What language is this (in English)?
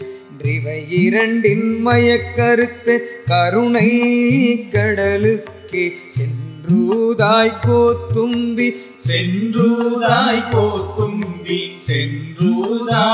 Tamil